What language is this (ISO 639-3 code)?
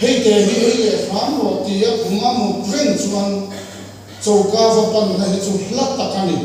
lus